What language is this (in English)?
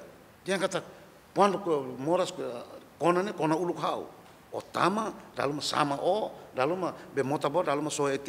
Tetum